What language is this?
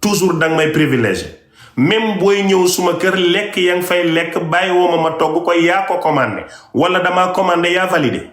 Wolof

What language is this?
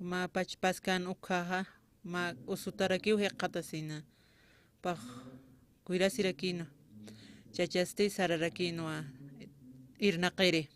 Aymara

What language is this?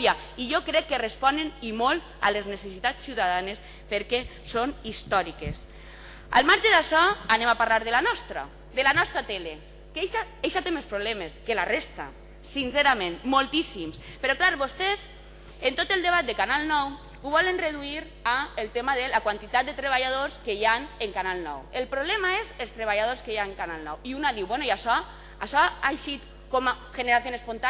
Catalan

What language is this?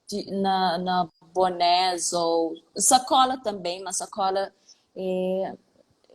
Kabuverdianu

